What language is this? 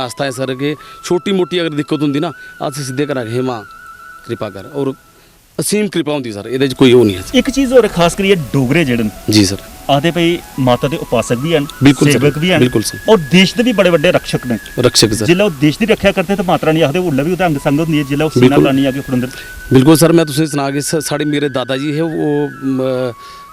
Dogri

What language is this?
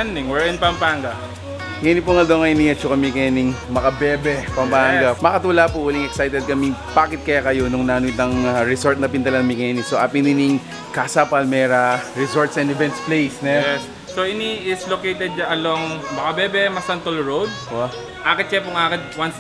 Pampanga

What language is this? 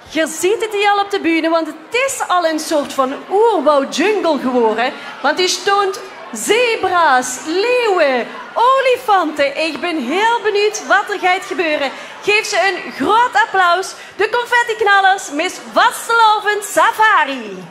Limburgish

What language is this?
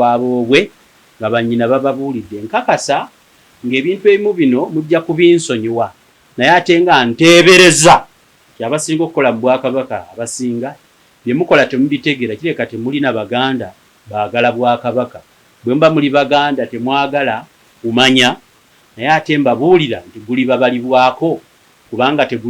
Ganda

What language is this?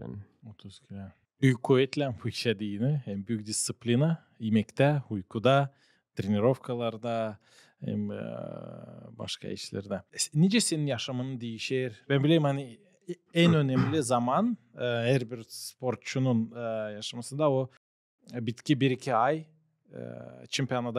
Gagauz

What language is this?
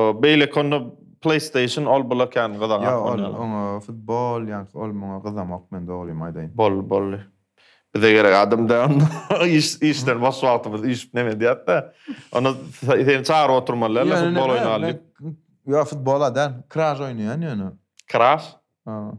Turkmen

